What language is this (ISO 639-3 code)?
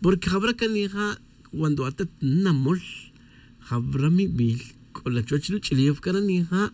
tzj